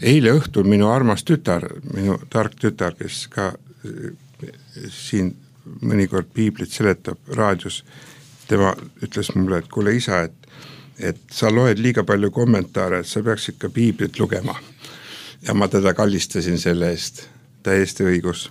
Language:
Estonian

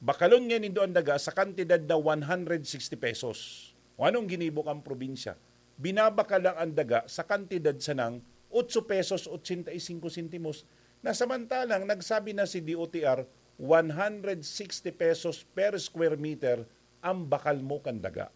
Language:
Bikol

